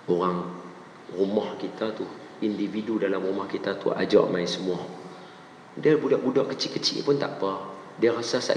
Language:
Malay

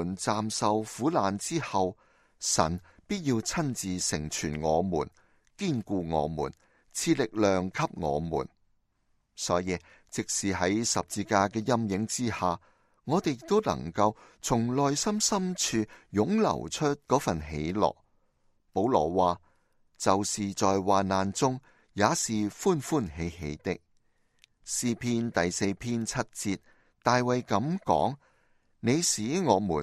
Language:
Cantonese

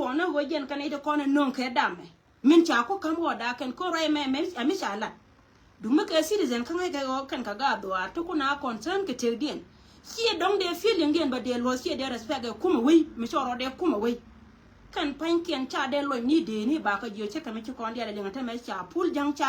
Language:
Nuer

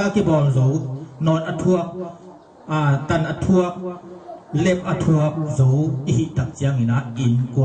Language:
Tedim Chin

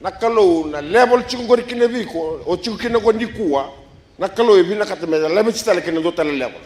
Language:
Fijian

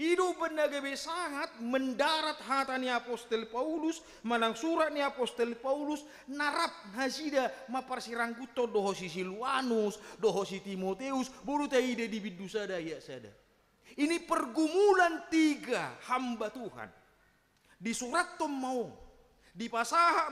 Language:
Batak Toba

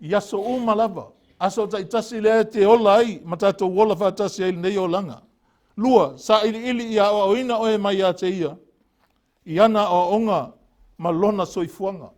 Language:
Samoan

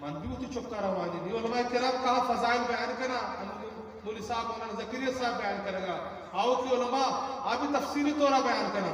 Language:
Eastern Balochi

